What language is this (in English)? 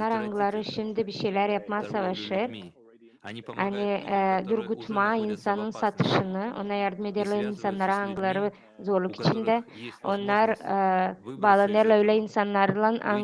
Gagauz